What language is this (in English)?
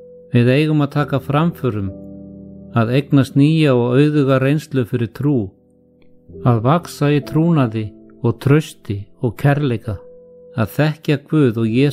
Icelandic